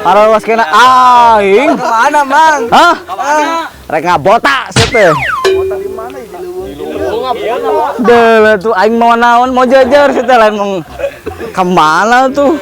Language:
Sundanese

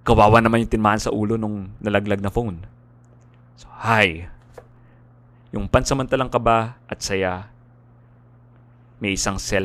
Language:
Filipino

